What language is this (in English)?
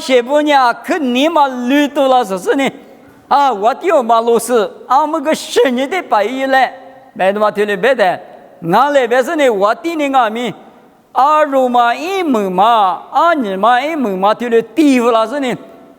Lisu